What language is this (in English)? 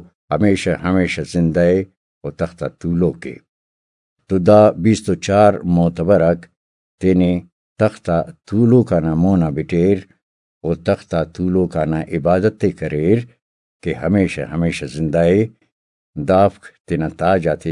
Brahui